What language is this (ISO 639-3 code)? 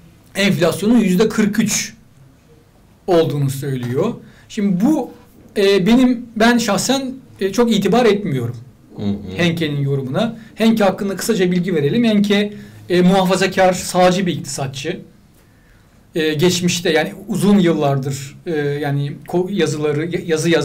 tur